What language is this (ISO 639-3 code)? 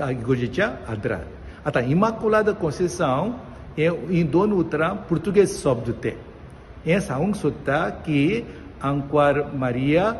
kok